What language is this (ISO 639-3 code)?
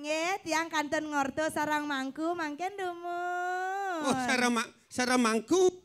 ban